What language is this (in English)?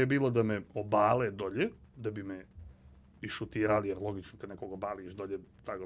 Serbian